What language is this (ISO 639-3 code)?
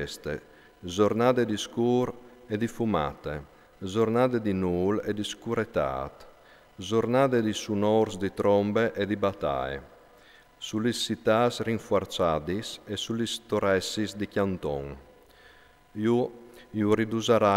fur